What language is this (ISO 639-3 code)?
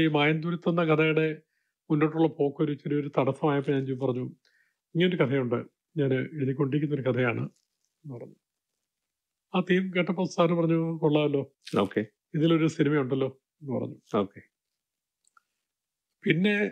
mal